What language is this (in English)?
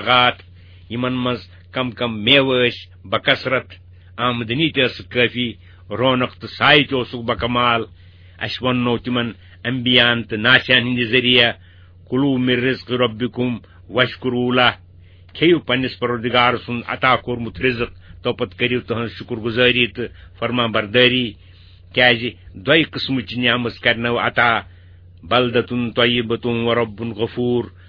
Kashmiri